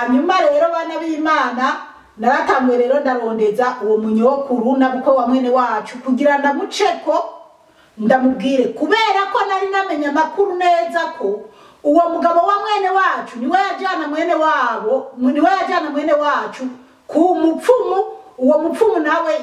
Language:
Rundi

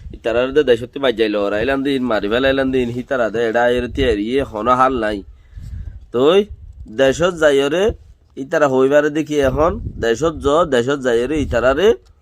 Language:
Rohingya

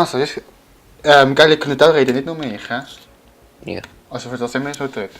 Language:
Swiss German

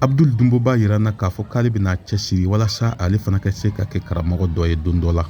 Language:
Bambara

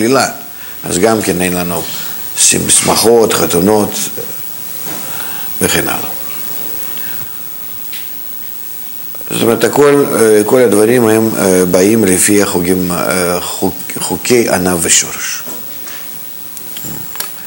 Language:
Hebrew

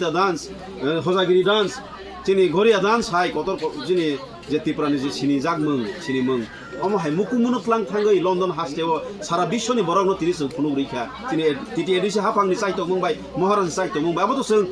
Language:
Kok Borok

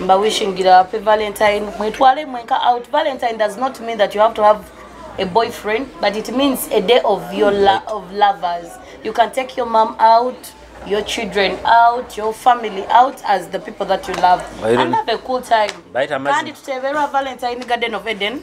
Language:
Nyoro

